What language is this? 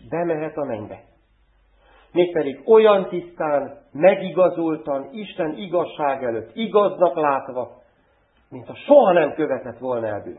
Hungarian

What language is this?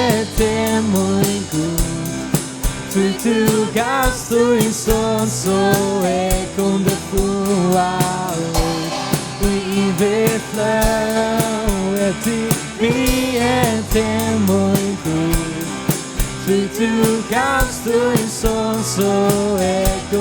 Faroese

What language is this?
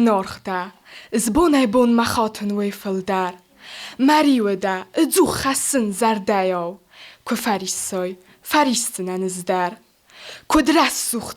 Ossetic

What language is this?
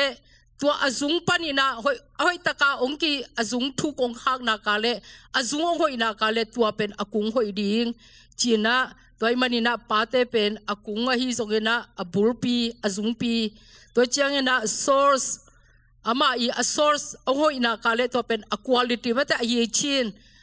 Tedim Chin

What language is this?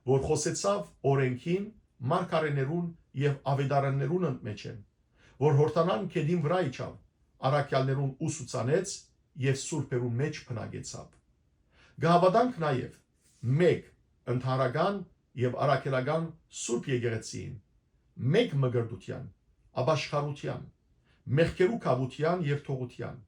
Western Armenian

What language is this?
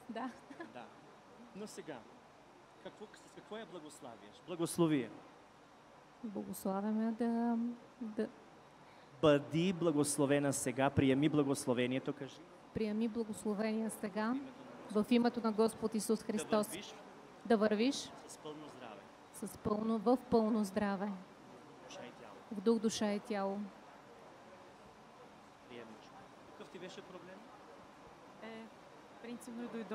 Bulgarian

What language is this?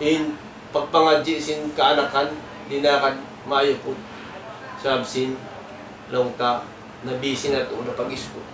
Tausug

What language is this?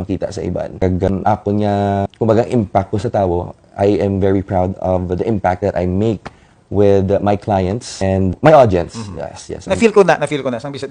Hiligaynon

